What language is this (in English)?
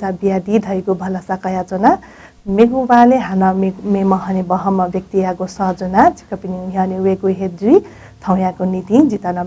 Newari